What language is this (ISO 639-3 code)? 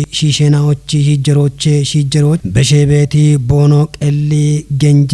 kbr